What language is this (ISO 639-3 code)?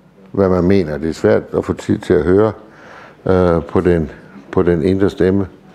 dan